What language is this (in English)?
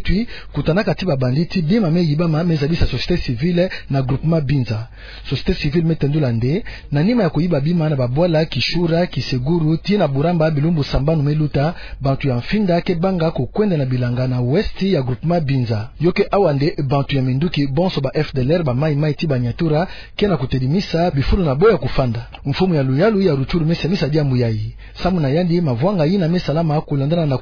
Kituba (Democratic Republic of Congo)